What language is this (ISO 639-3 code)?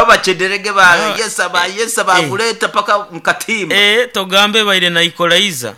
nyo